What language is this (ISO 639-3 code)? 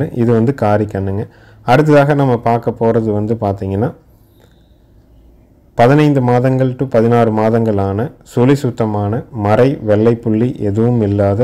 tam